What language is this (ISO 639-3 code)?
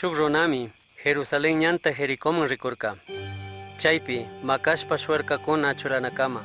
qug